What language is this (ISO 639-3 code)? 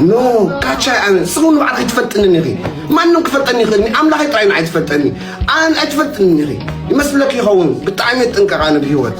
tir